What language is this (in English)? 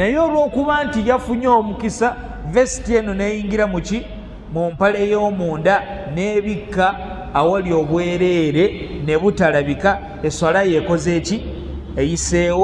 Ganda